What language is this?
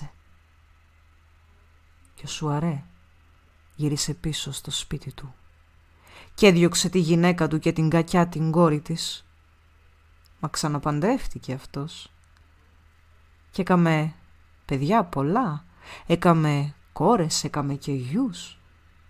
Greek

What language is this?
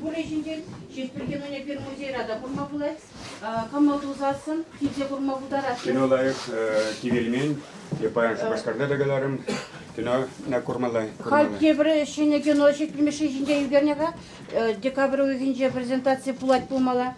Chuvash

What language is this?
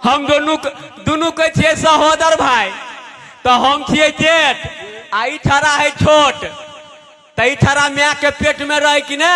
Maithili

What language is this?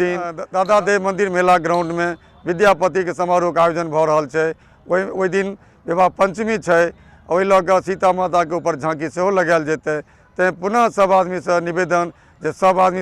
Maithili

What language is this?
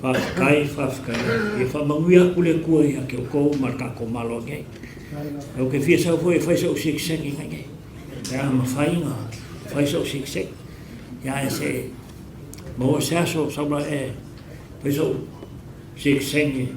Samoan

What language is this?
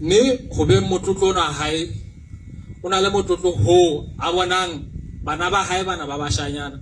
Southern Sotho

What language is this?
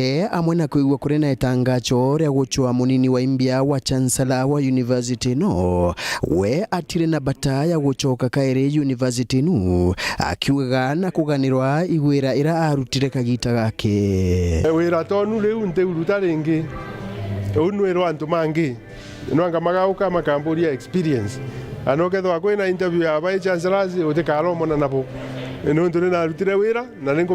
Meru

